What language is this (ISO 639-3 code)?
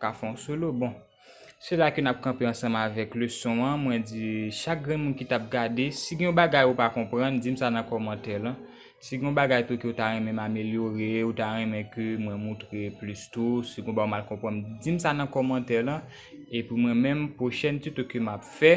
hat